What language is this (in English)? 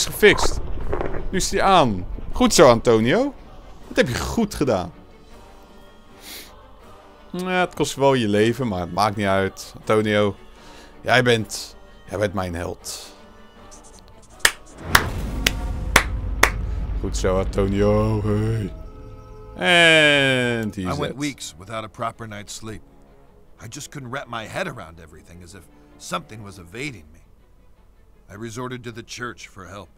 Dutch